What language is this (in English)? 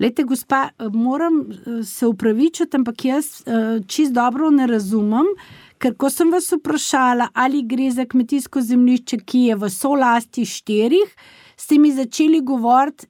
Slovenian